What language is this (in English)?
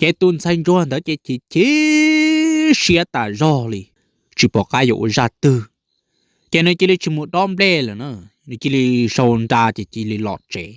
Hmong